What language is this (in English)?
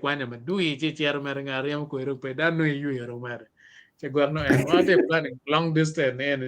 Acoli